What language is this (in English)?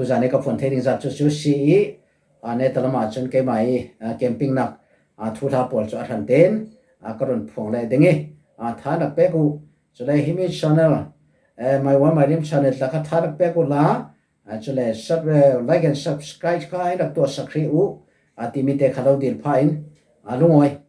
Falam Chin